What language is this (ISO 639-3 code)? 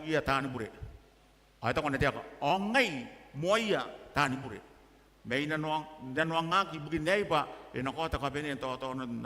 gil